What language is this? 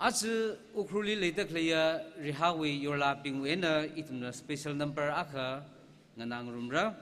Tangkhul Naga (India)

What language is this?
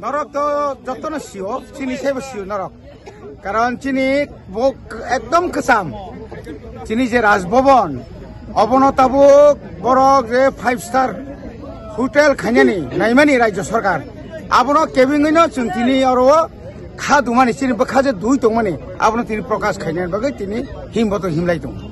Kok Borok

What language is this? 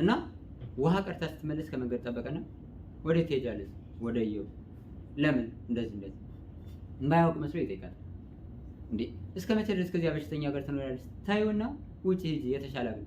Amharic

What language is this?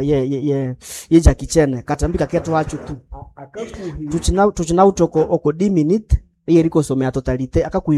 Nande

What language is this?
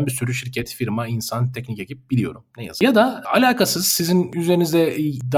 Turkish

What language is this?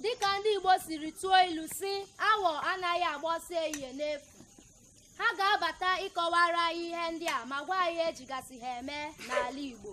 Igbo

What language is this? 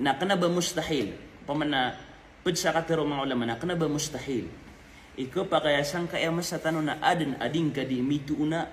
Maranao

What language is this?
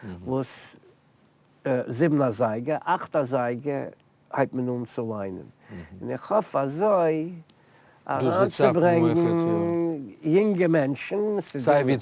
Yiddish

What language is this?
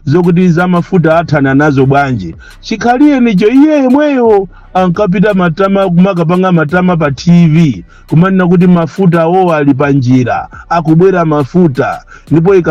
Nyanja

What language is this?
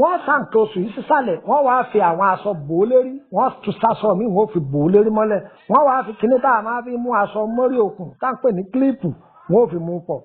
Yoruba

